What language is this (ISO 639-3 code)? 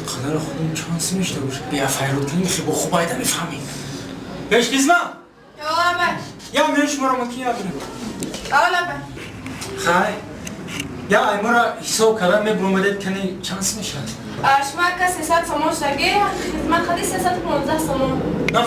tgk